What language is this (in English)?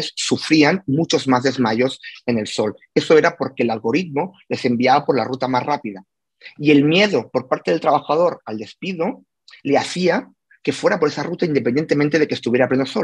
Spanish